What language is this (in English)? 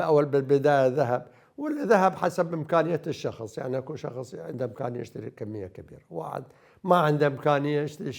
Mesopotamian Arabic